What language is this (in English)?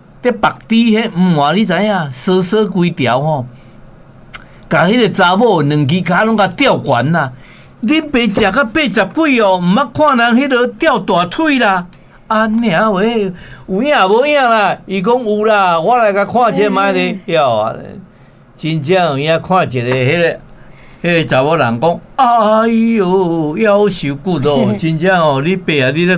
Min Nan Chinese